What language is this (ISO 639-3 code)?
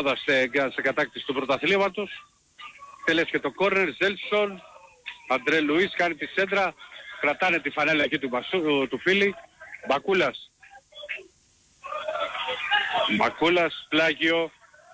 ell